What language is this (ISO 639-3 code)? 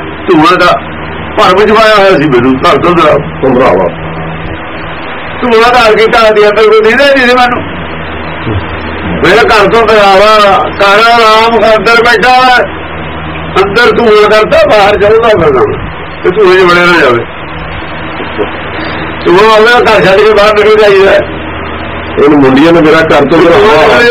pan